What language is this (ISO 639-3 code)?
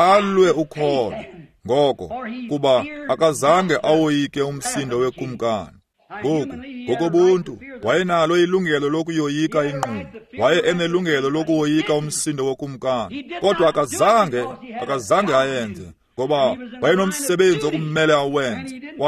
xho